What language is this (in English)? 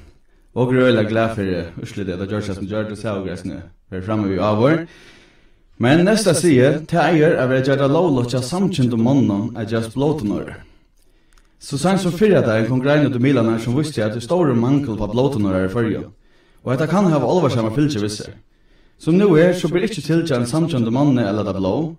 Faroese